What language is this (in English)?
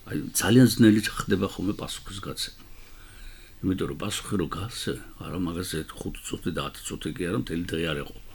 Georgian